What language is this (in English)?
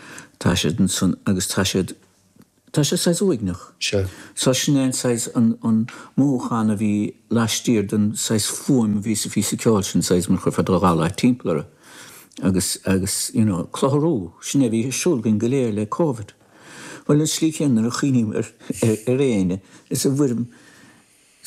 Irish